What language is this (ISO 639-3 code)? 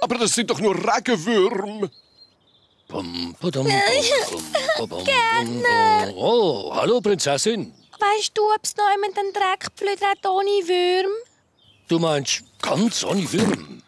gsw